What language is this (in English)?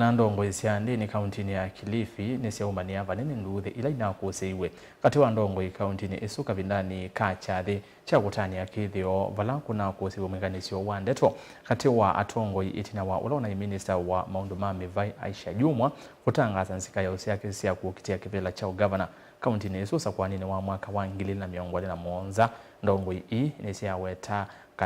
Kamba